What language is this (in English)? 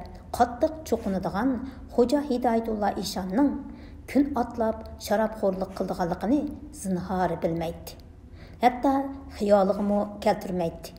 Uyghur